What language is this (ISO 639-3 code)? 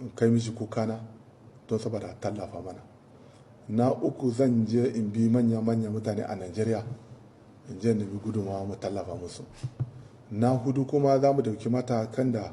hau